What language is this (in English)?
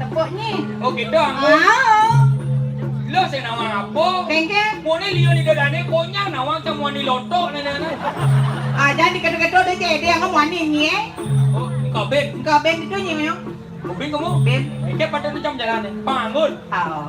Balinese